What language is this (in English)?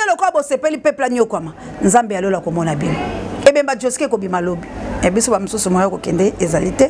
Lingala